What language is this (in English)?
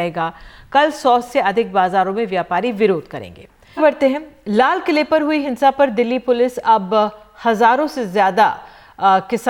Hindi